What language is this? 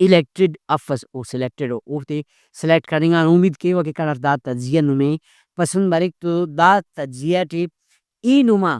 Brahui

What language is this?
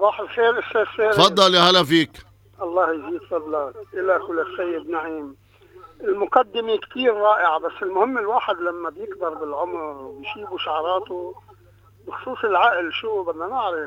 North Levantine Arabic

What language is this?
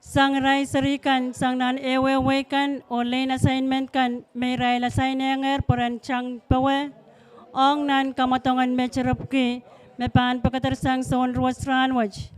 Pohnpeian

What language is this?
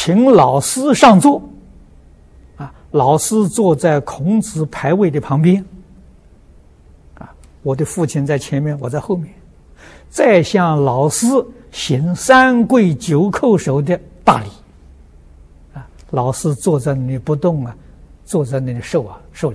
Chinese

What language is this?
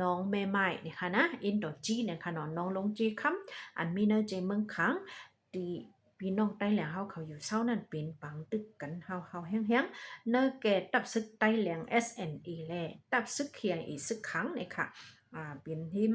Shan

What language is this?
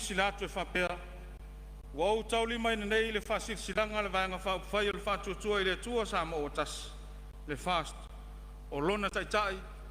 Samoan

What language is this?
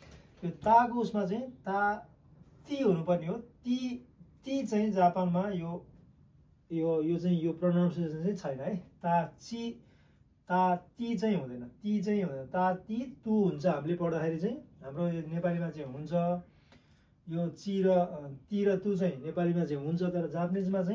Nepali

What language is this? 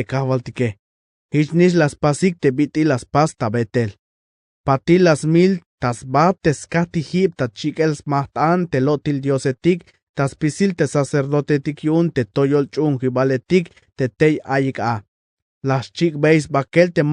Tzeltal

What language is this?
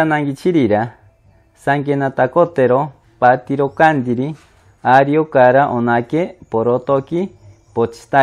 Machiguenga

